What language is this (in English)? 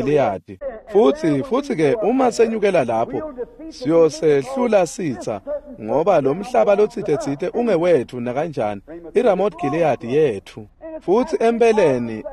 Swati